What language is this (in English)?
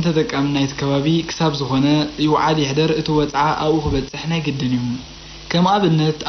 Tigrinya